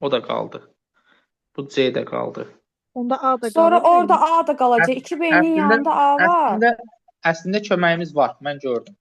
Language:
Azerbaijani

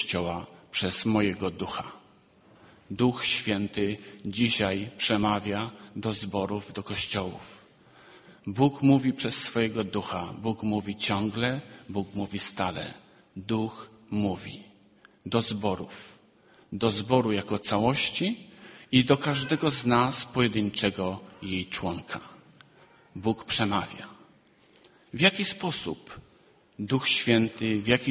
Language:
Polish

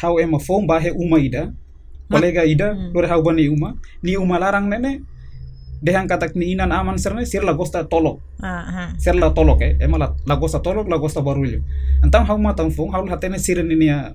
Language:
Tetum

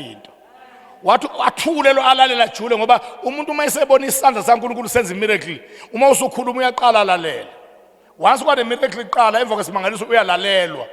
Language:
Zulu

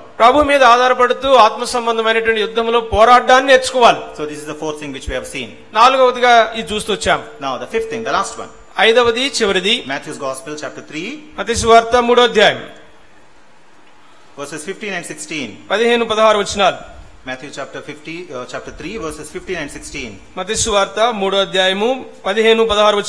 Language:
Telugu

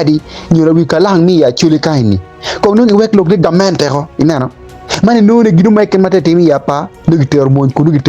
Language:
Acoli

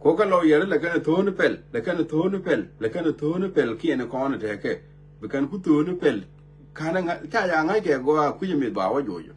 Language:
Nuer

